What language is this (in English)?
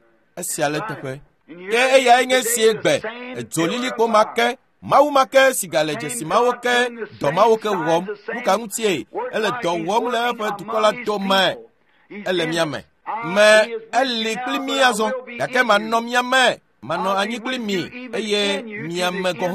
Ewe